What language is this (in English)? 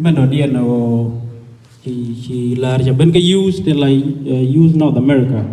Nuer